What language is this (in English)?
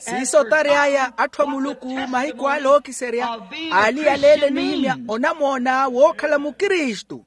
Makhuwa